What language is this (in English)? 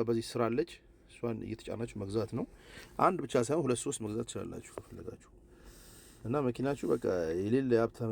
Amharic